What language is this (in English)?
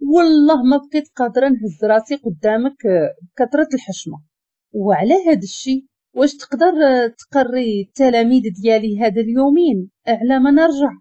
Moroccan Arabic